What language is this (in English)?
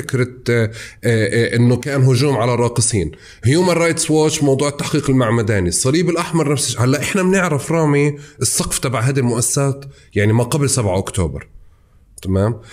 North Levantine Arabic